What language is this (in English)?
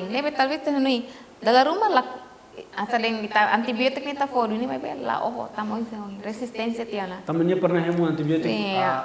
Tetum